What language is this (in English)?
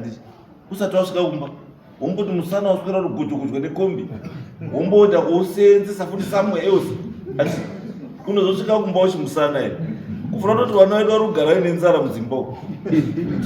Shona